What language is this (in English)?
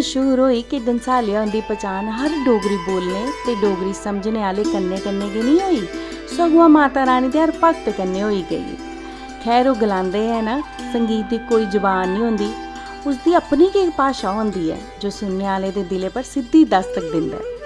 Dogri